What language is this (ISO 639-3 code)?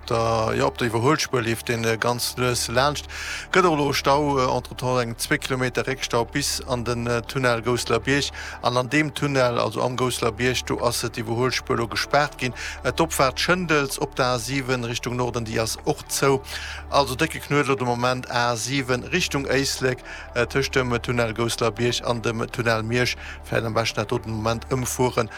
ltz